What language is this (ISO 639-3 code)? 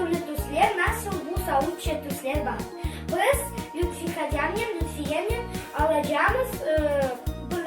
crh